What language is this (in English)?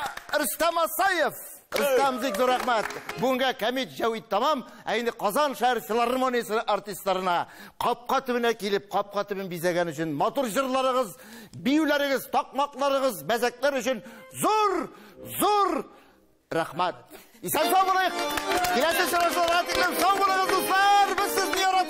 Tatar